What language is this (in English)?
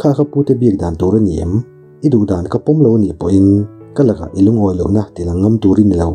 Mizo